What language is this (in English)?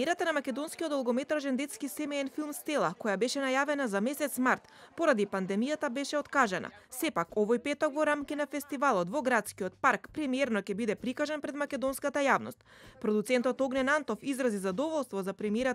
Macedonian